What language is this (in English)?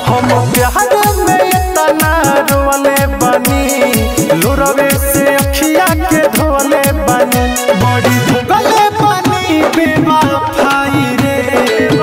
Bhojpuri